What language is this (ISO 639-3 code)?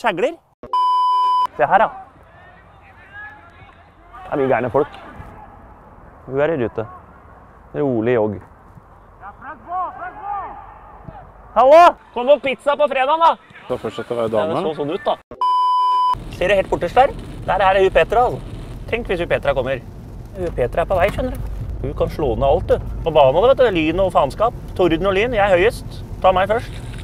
nor